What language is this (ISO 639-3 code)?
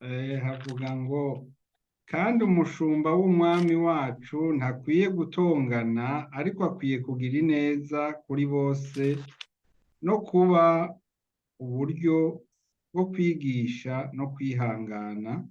run